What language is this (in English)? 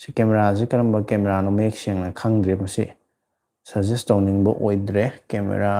Manipuri